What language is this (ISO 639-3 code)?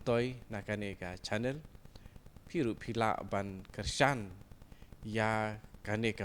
kha